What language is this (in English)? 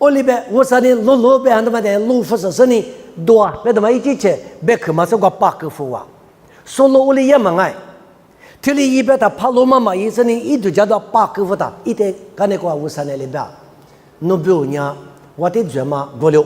Lisu